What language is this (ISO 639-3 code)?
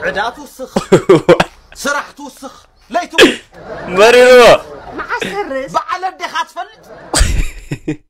tir